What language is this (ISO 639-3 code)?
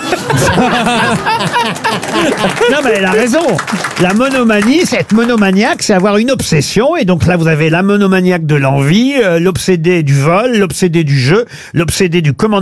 fra